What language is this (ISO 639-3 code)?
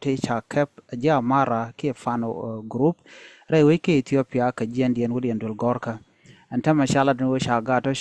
nus